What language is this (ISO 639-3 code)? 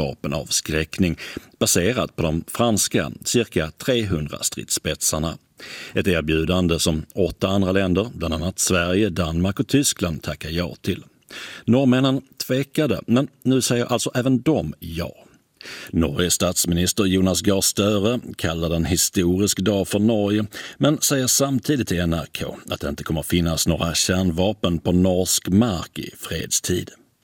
swe